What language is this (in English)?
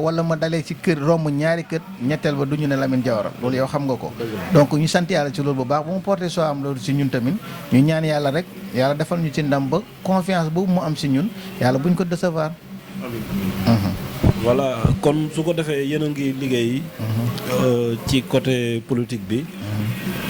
Wolof